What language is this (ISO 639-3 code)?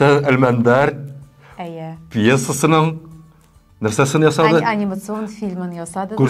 tat